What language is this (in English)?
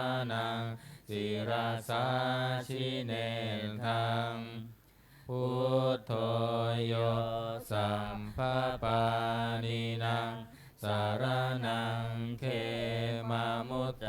Pali